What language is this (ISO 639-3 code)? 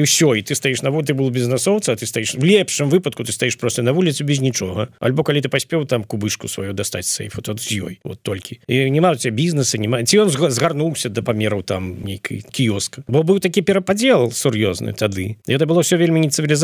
bel